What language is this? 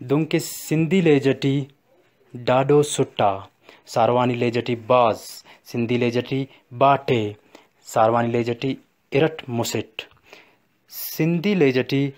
Brahui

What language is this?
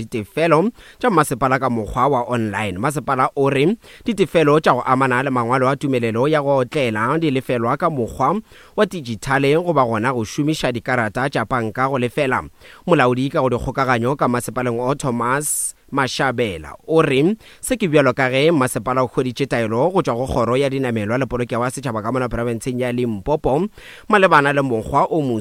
Northern Sotho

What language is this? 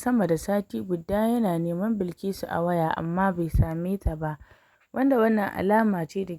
Hausa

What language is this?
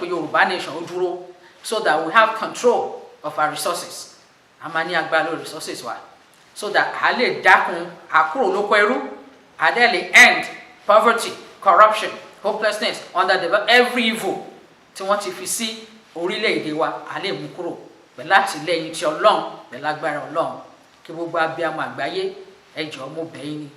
Yoruba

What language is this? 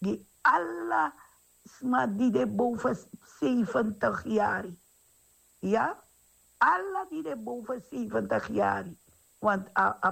Sranan Tongo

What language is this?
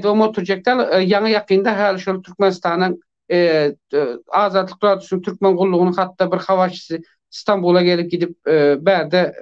Turkmen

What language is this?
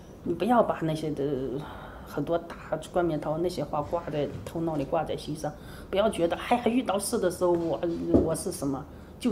Chinese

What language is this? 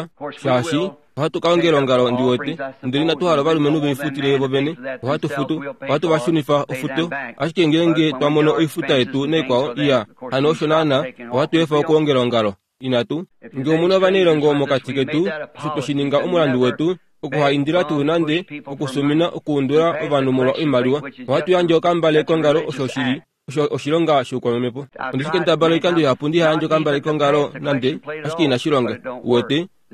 Kuanyama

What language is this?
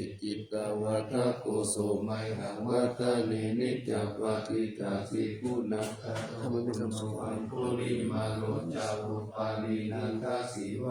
Pali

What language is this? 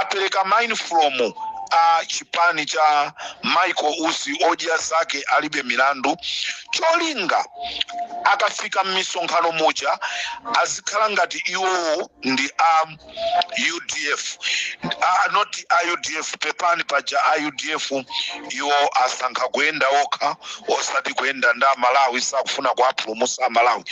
Nyanja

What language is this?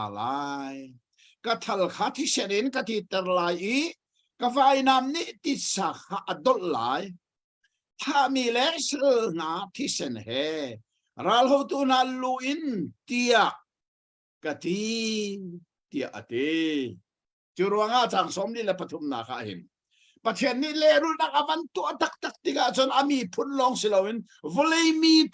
Hakha Chin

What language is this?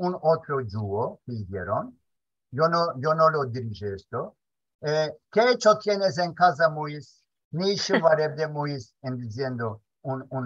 Ladino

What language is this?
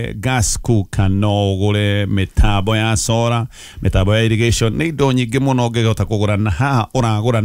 Kikuyu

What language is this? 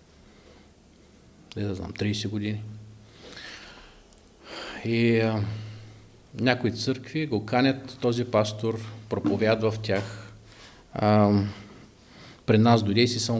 Bulgarian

